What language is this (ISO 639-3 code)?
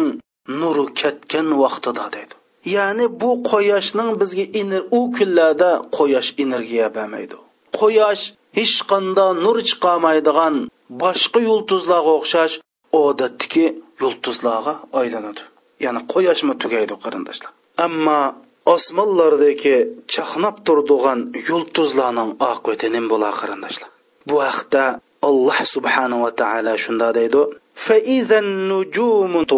uig